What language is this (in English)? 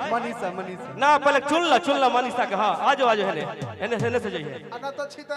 Magahi